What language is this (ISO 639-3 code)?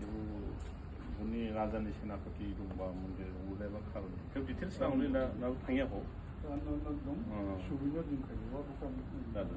dis